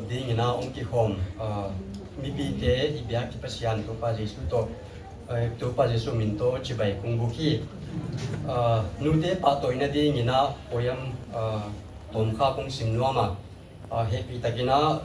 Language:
Tedim Chin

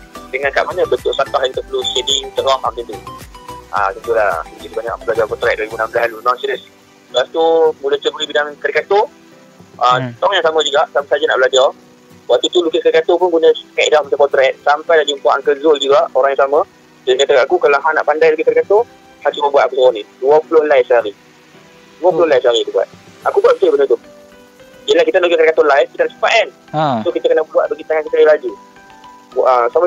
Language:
Malay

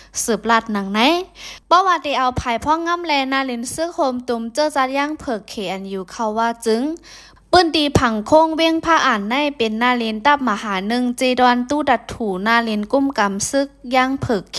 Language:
Shan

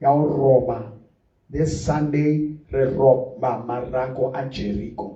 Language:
Southern Sotho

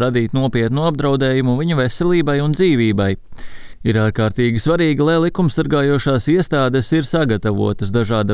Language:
Latvian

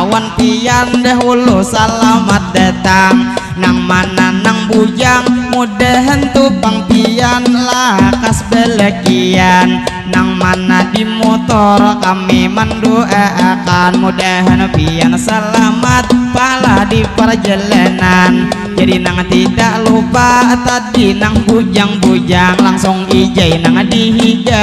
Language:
Banjar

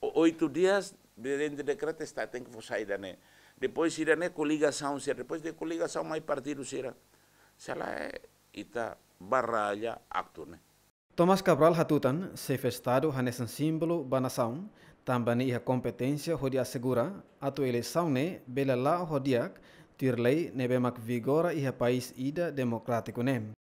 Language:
Tetum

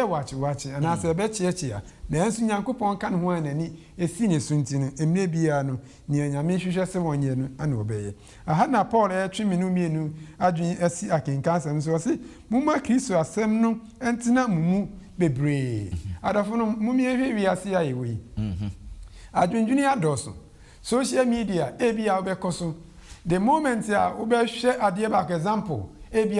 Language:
Akan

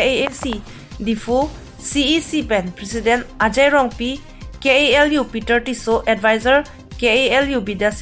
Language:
Karbi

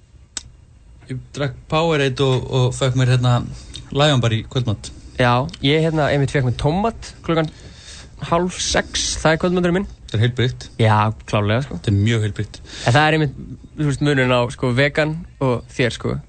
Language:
Icelandic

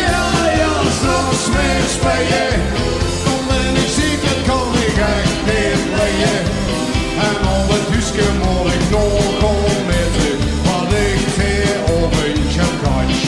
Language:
Limburgish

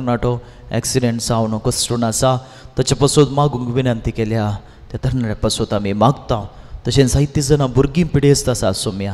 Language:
Konkani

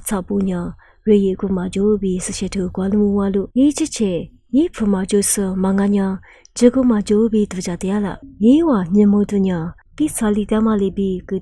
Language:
Lisu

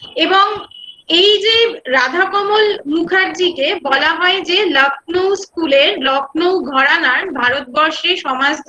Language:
Bangla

